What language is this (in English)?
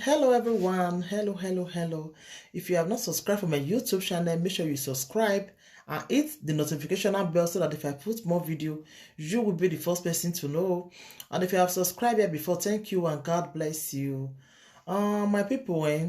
Nigerian Pidgin